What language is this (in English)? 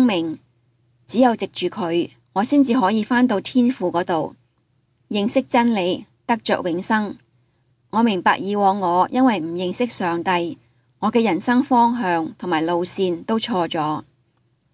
Cantonese